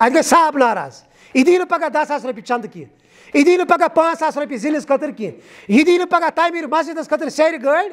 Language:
Kashmiri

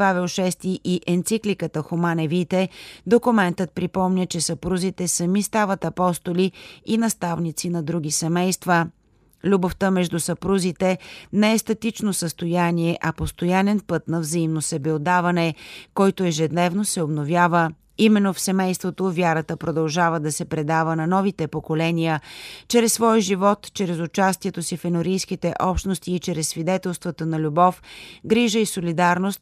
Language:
Bulgarian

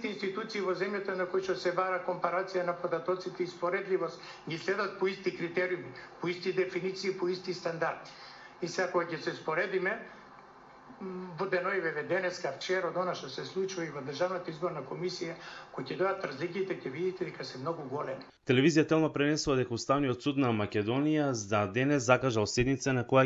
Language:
Macedonian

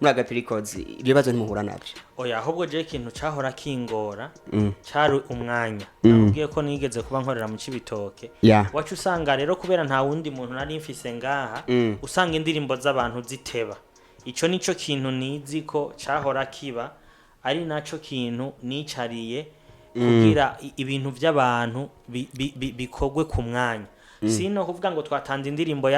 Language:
Rundi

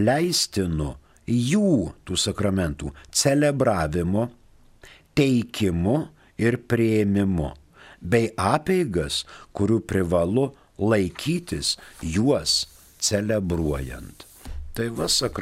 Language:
Lithuanian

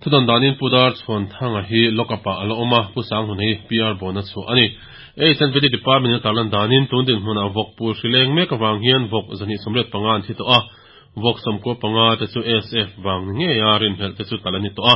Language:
Mizo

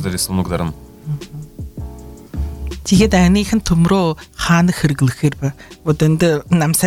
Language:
Buriat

